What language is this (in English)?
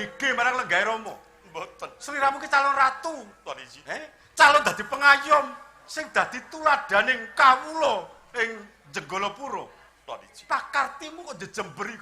Javanese